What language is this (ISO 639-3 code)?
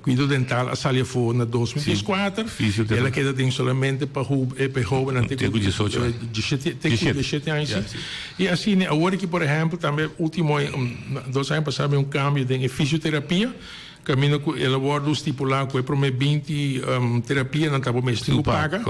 pap